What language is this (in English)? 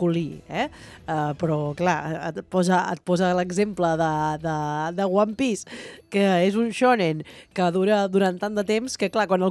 Catalan